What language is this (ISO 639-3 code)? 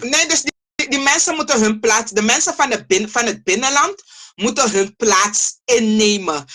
srn